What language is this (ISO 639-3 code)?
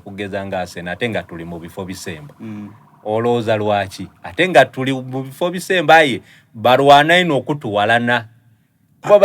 xog